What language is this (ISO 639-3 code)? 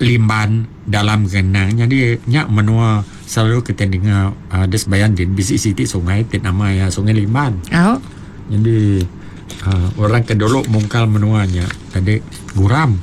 iba